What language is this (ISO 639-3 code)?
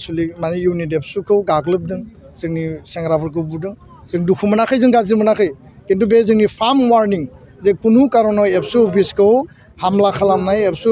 brx